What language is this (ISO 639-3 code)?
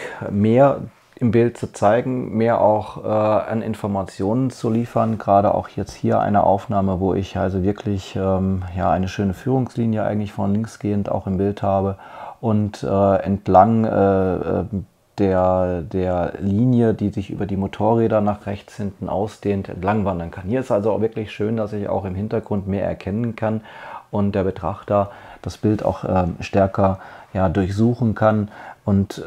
deu